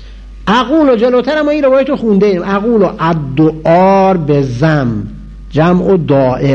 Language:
Persian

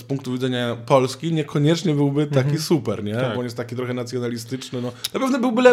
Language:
Polish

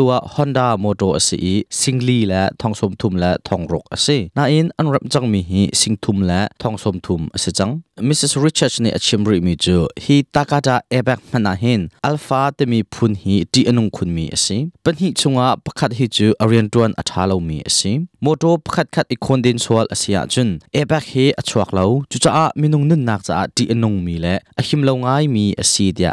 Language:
Hakha Chin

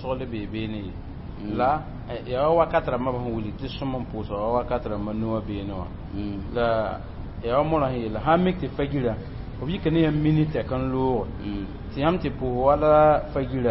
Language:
Mossi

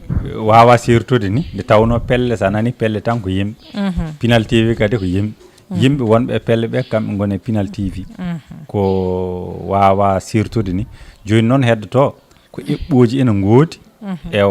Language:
Fula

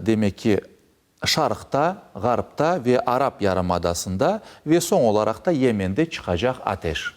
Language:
Crimean Tatar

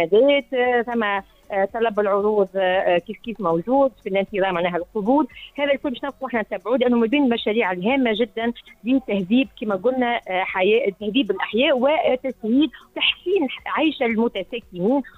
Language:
Tunisian Arabic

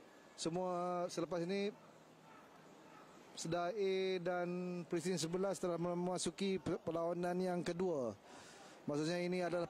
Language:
Malay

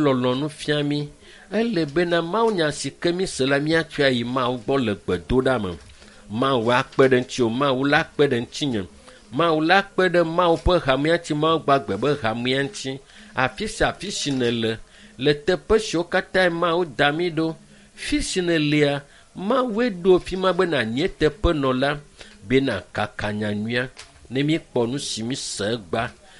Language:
Ewe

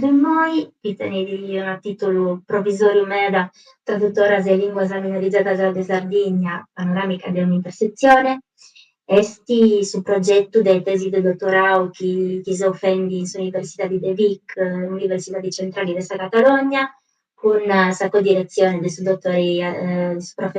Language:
Sardinian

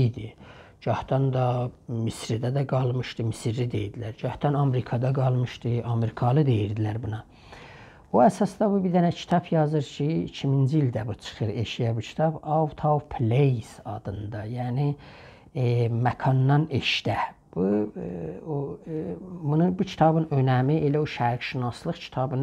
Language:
South Azerbaijani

